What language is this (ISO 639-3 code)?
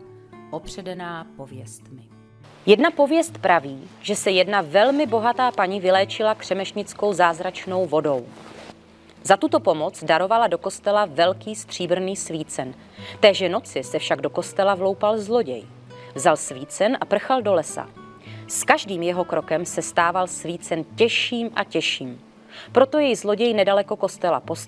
ces